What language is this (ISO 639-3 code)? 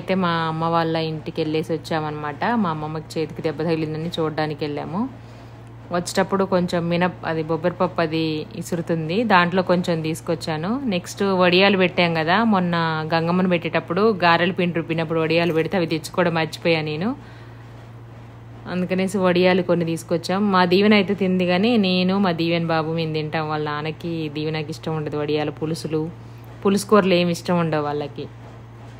tel